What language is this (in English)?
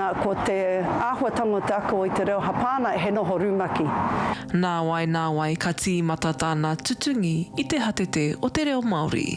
Māori